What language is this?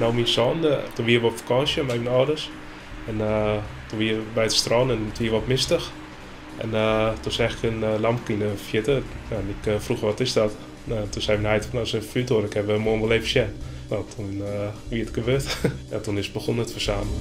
Western Frisian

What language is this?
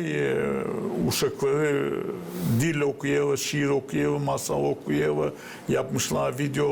Gagauz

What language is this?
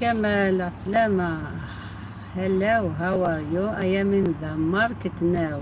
Algerian Arabic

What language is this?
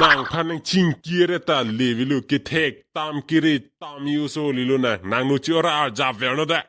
Karbi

